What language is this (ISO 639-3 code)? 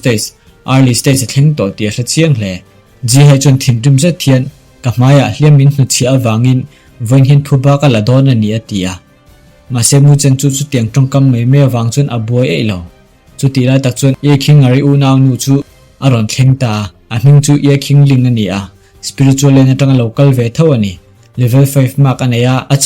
lus